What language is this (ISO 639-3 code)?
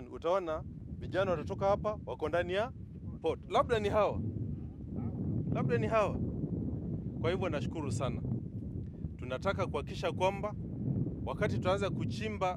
swa